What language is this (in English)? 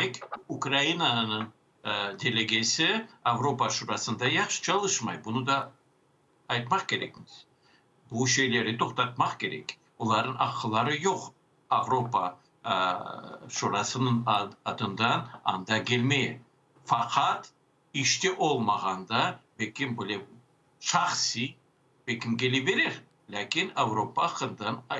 Crimean Tatar